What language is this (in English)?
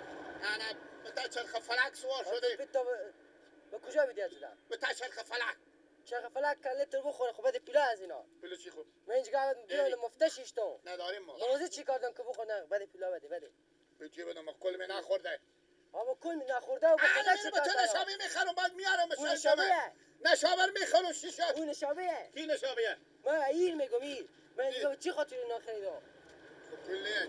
Persian